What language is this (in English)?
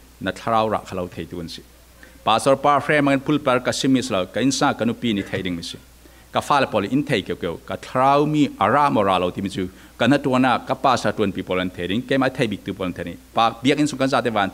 Falam Chin